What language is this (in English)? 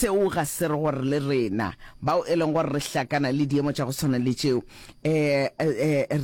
Northern Sotho